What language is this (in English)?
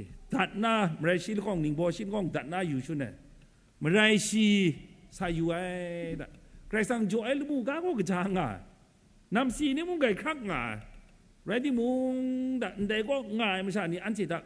Kachin